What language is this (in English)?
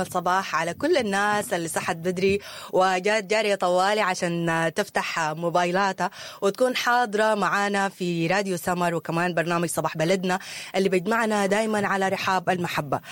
Sudanese Arabic